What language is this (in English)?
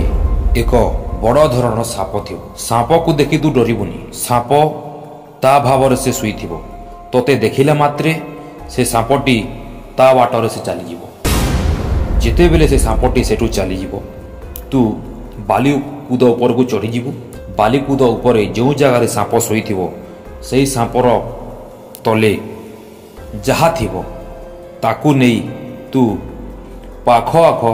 Odia